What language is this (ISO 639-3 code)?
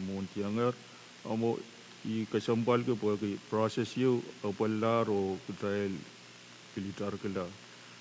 pon